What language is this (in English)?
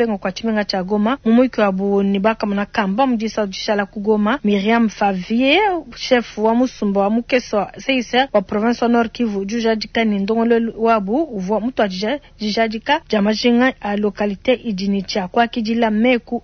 Luba-Lulua